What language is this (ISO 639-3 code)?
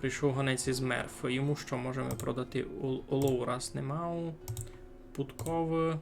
rue